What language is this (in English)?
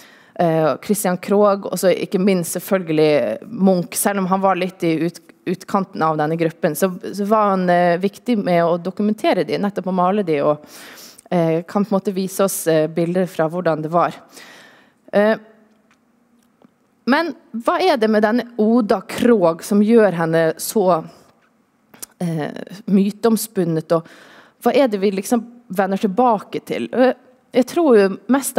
Norwegian